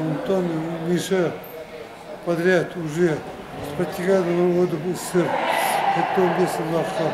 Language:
Yakut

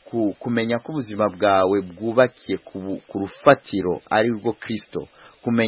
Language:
Kinyarwanda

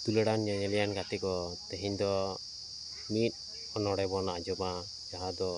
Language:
Santali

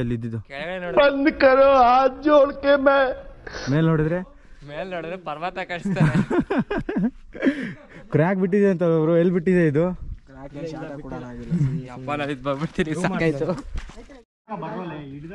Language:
Kannada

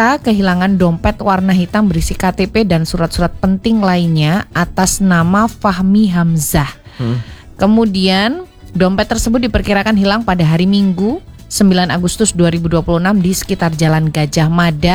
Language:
Indonesian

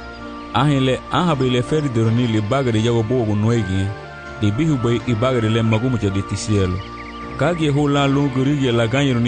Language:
Garifuna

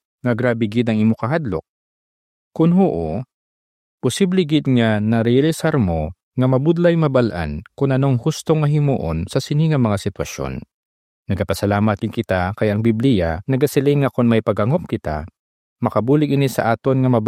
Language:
Hiligaynon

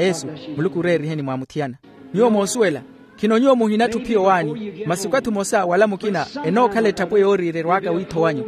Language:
Makhuwa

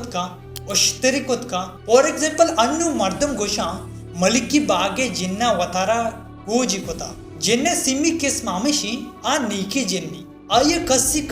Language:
Baluchi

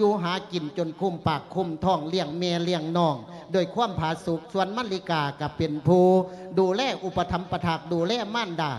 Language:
Lao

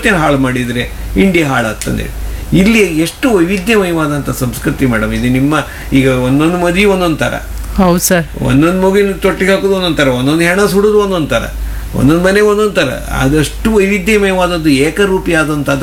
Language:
Kannada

